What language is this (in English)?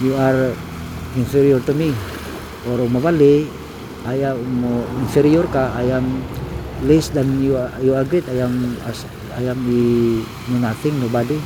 Cebuano